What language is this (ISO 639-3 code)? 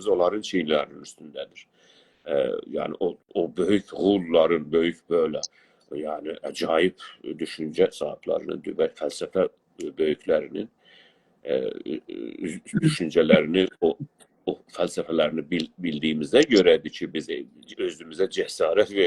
azb